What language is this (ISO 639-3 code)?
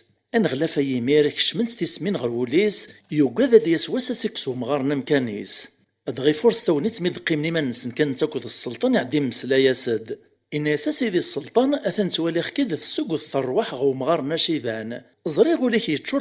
kab